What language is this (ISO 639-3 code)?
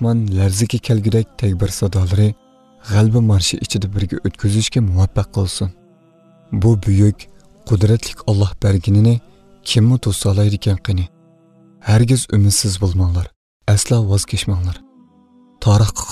uig